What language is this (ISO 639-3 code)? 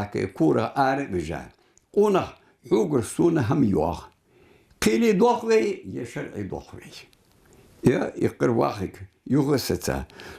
inh